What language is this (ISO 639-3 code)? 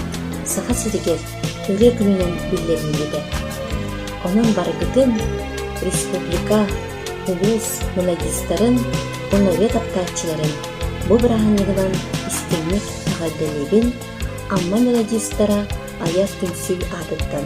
sah